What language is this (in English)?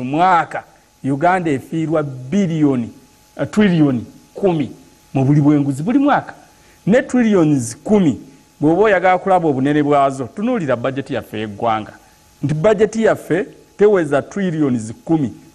Ganda